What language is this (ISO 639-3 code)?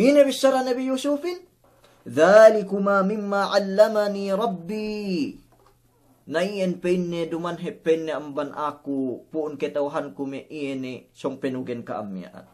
yka